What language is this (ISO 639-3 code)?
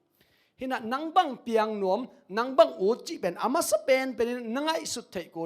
ctd